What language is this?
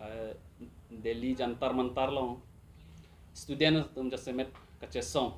Karbi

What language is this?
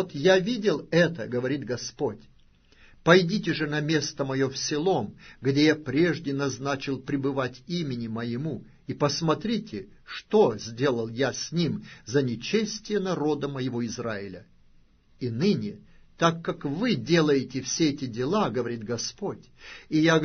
Russian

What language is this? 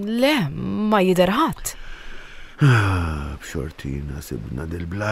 Maltese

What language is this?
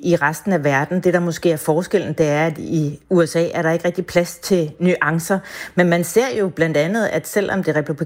Danish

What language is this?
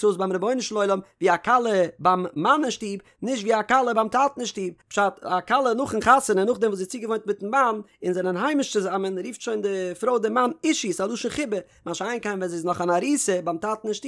Yiddish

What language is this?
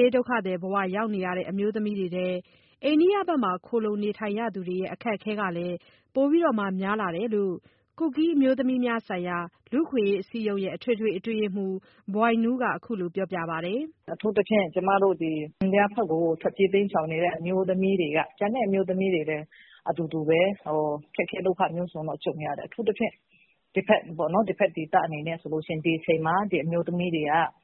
Burmese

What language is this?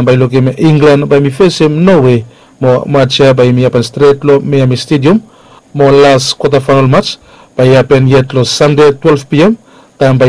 Bislama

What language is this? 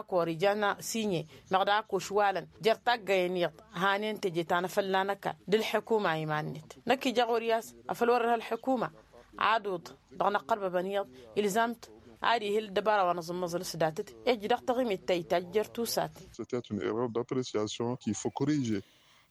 Tamasheq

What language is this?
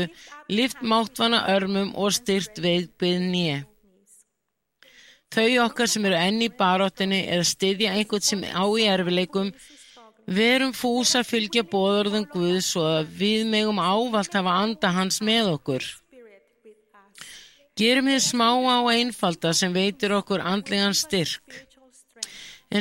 Icelandic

